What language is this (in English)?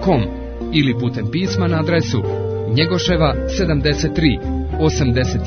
Serbian